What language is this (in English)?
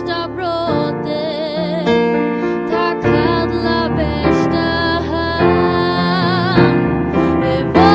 Faroese